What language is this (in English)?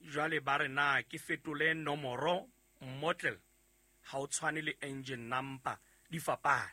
Southern Sotho